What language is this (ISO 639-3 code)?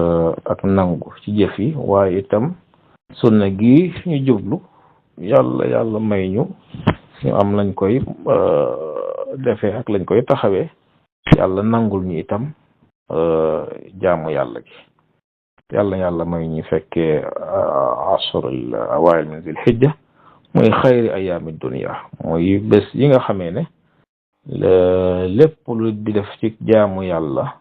wol